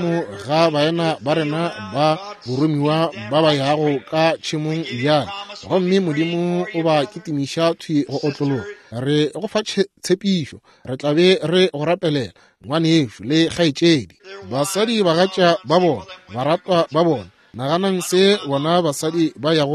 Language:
Northern Sotho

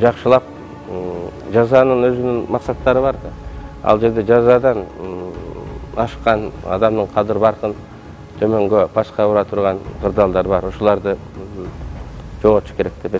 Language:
Kyrgyz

